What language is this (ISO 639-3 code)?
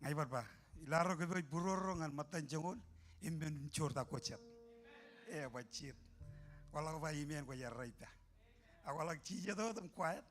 mah